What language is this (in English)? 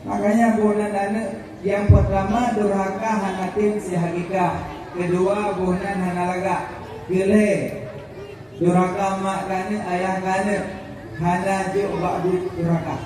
Achinese